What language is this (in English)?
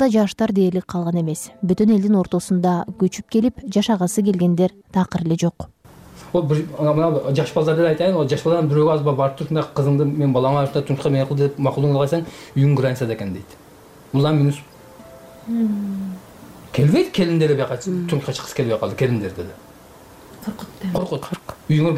Kyrgyz